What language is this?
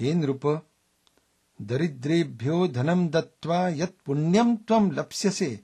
Sanskrit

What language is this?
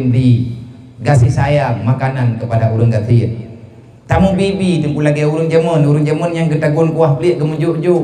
Achinese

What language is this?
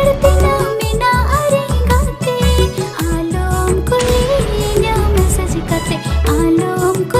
Santali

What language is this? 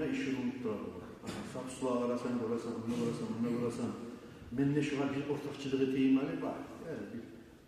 Kumyk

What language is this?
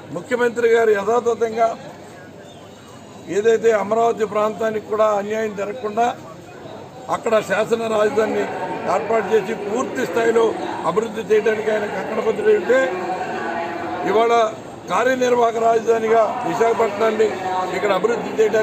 Telugu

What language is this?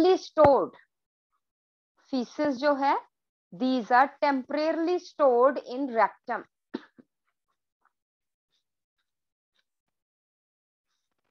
Hindi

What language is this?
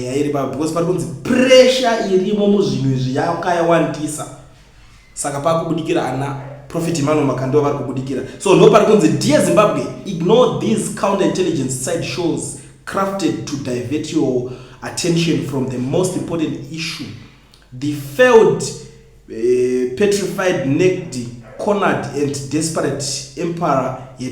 Shona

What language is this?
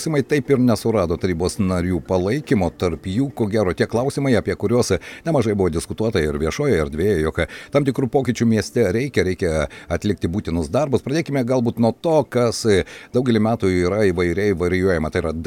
Lithuanian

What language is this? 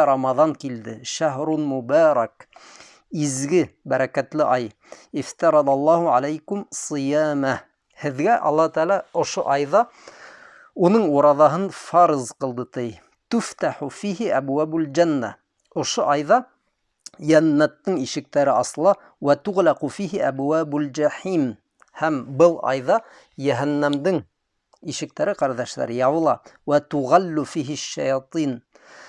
Bashkir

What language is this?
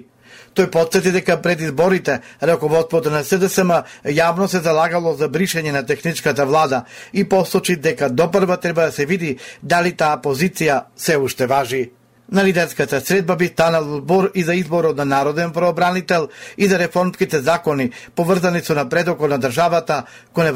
Macedonian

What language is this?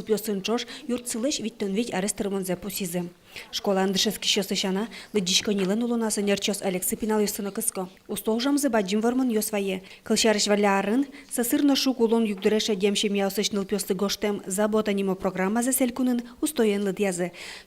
Udmurt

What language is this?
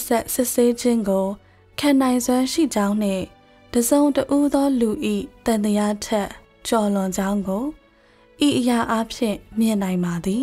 Burmese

